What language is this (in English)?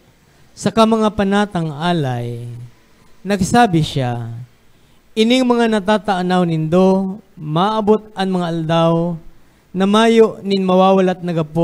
Bikol